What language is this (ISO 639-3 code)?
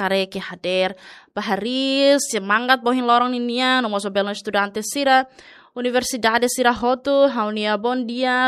tet